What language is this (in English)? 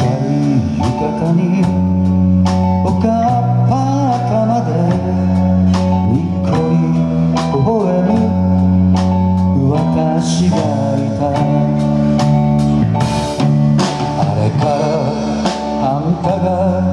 Japanese